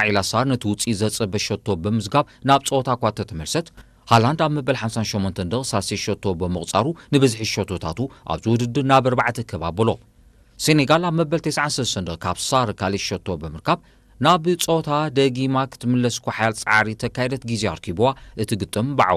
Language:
Tigrinya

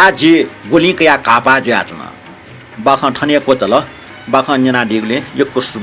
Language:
Newari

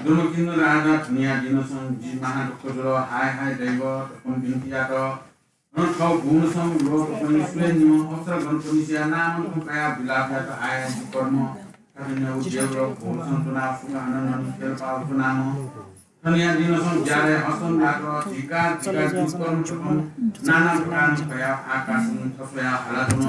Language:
Newari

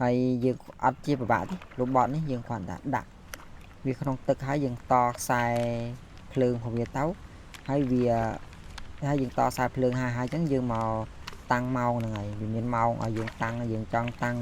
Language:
Khmer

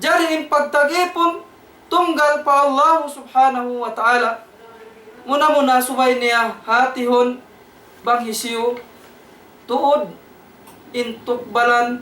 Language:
Tausug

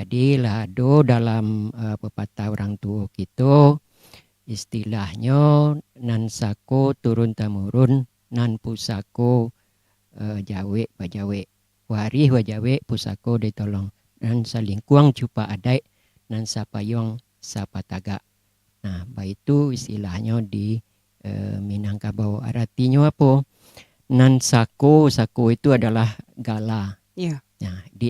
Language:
Minangkabau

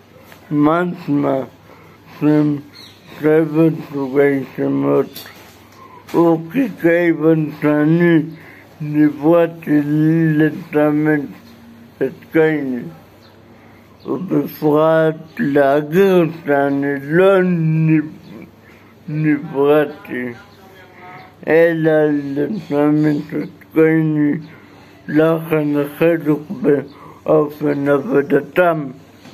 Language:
Hebrew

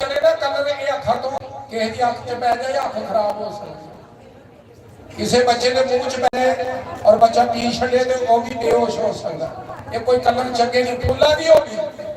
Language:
Dogri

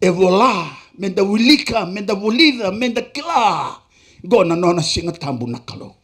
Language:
Fijian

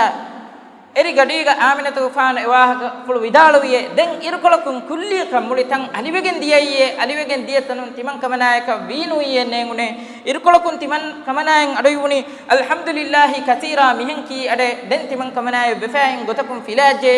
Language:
Divehi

